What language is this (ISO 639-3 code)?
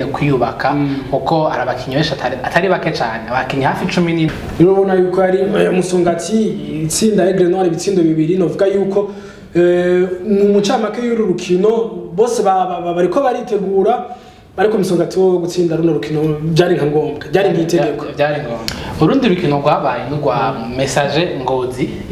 run